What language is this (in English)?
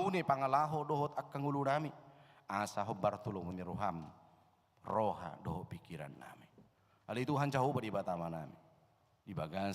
Batak Toba